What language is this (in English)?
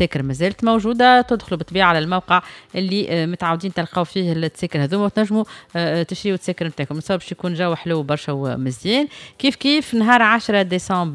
Tunisian Arabic